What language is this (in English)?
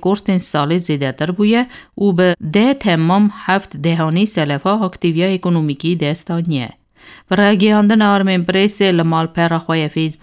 Kurdish